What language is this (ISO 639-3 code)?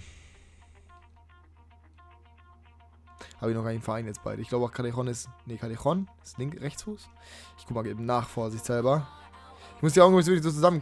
deu